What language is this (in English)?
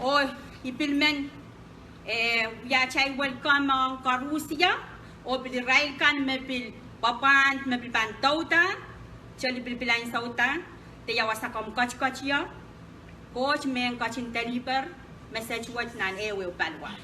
Pohnpeian